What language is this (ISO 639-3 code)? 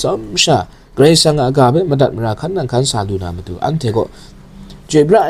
kac